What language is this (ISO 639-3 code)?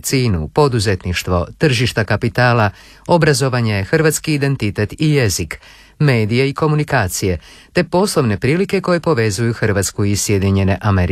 hrv